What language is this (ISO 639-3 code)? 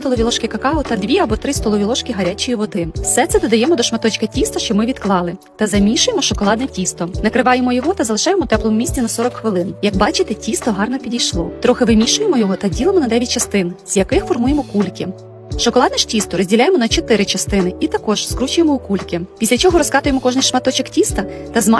ukr